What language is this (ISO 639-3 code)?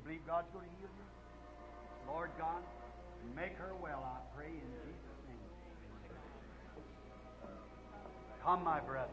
afr